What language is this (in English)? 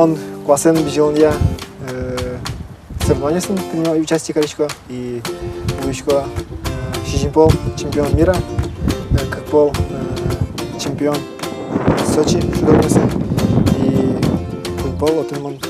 Udmurt